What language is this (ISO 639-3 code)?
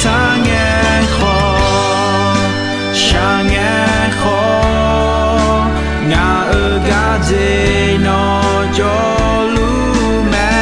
ahk